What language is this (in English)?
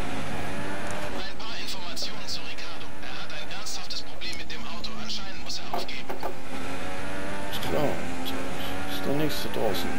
German